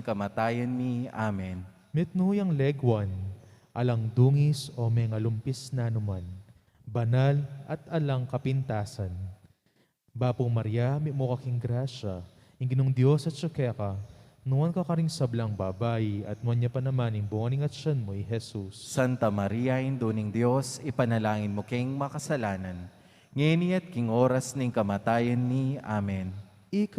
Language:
Pampanga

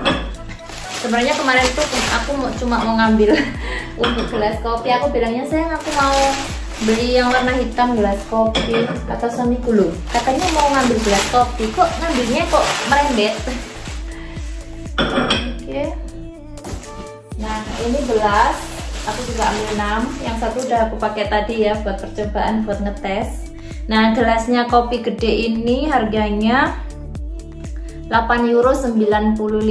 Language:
Indonesian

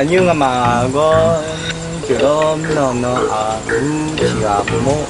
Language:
Akha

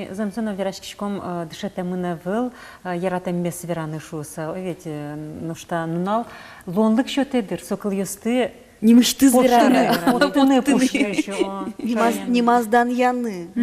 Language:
Udmurt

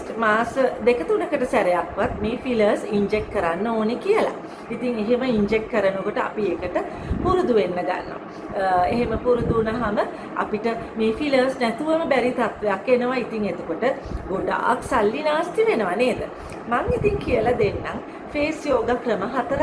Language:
Sinhala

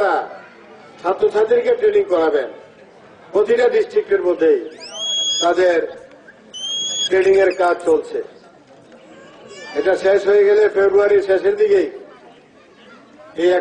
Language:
Bangla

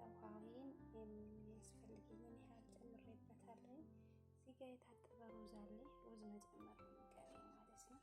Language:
Amharic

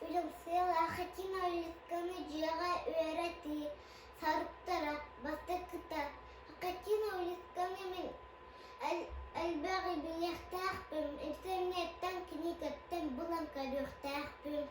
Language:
Yakut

